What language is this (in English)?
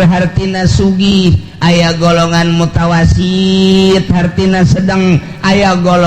Sundanese